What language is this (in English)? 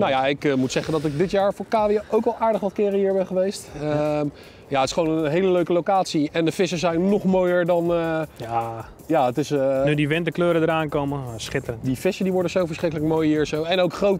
Dutch